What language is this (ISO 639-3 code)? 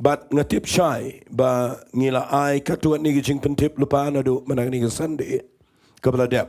kha